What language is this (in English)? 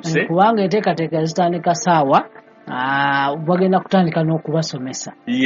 Ganda